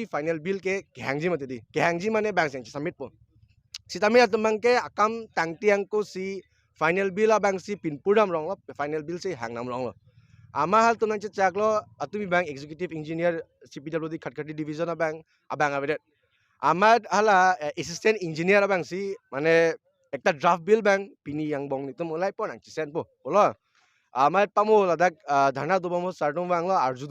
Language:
Karbi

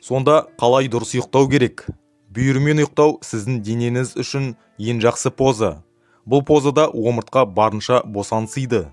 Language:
Kazakh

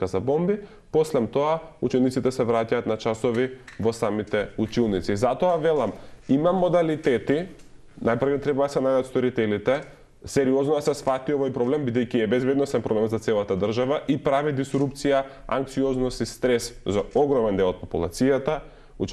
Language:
Macedonian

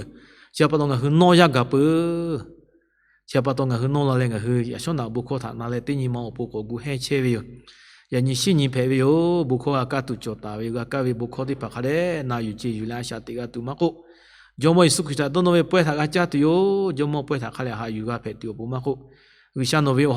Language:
Lahu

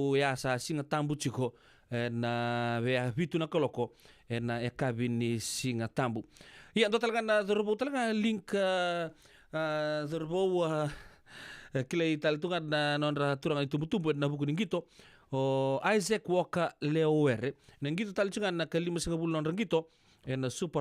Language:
Fijian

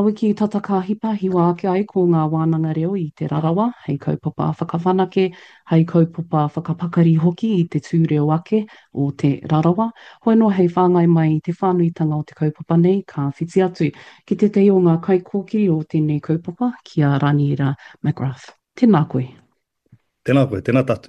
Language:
Māori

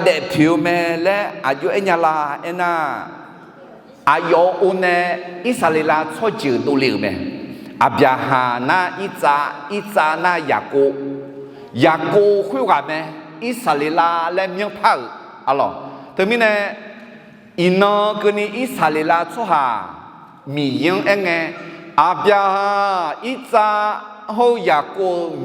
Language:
Akha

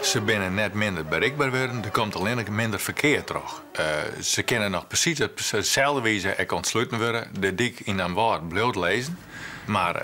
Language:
Western Frisian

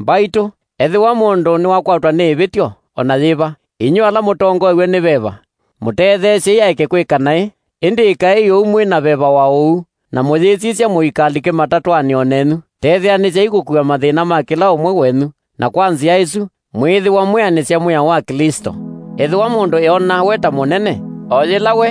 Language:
Kamba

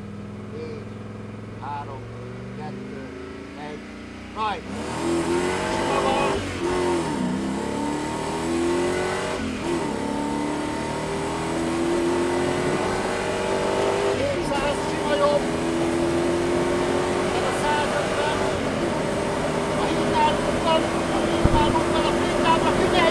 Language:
Hungarian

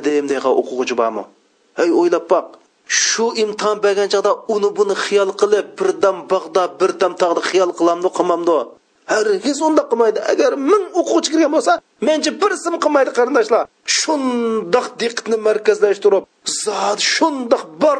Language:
Uyghur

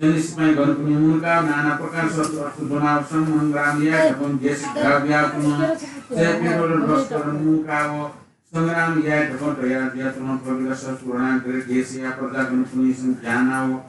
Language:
Newari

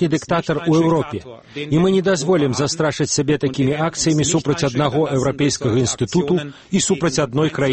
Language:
Belarusian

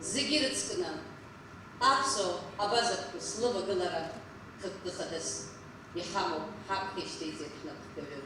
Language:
Abkhazian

